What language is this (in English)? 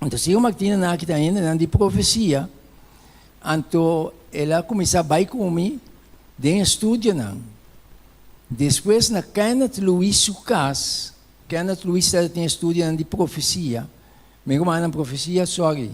Papiamento